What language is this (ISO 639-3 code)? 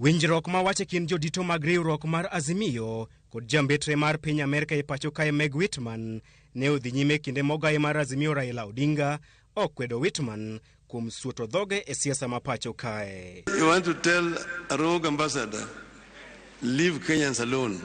luo